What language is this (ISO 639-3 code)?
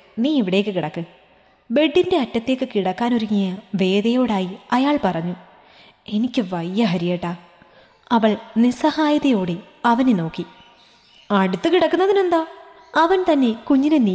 mal